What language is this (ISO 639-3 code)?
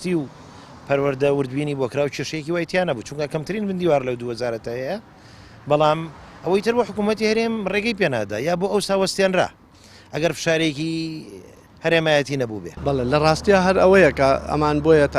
ckb